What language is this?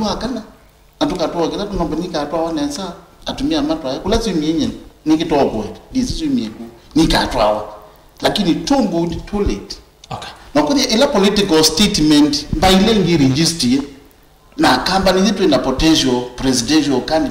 Kamba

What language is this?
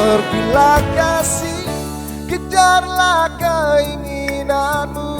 Ambonese Malay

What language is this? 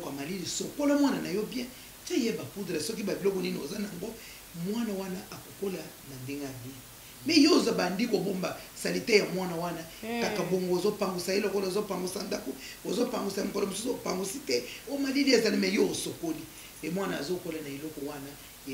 Lingala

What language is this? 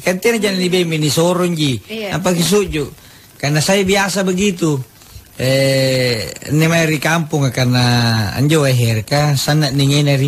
Makasar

